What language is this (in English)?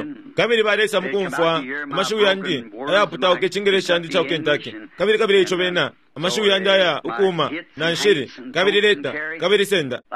Bemba